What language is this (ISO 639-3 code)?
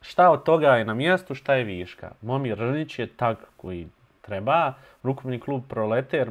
bos